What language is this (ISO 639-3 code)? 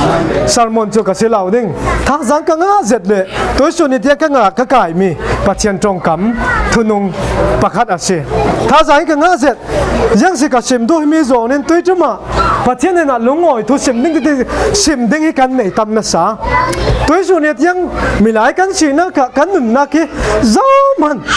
cfm